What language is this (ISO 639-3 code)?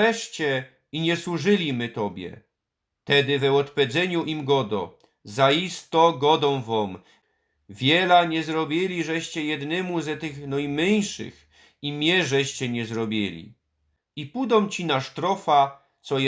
szl